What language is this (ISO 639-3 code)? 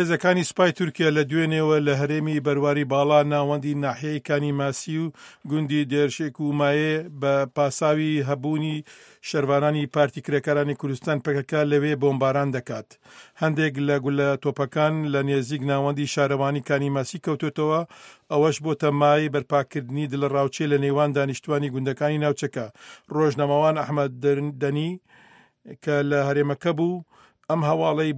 ckb